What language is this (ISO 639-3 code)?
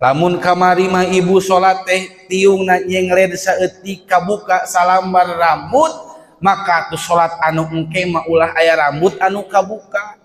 sun